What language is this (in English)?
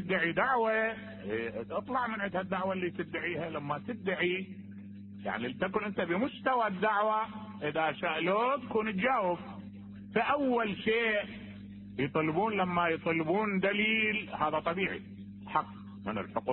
Mesopotamian Arabic